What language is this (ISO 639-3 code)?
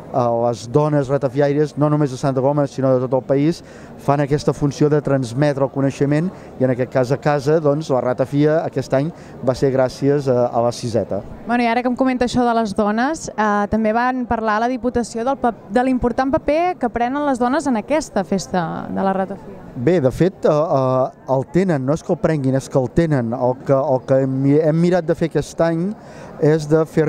cat